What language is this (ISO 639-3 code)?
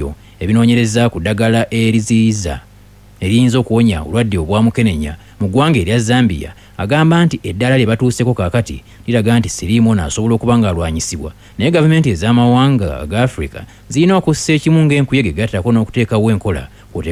lug